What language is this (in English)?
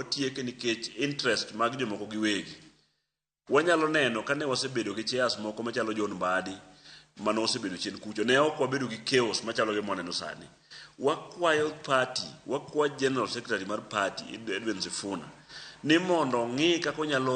Luo (Kenya and Tanzania)